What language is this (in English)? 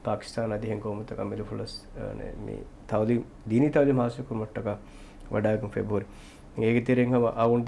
Divehi